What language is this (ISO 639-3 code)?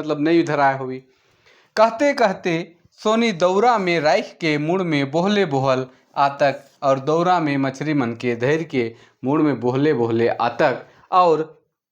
sck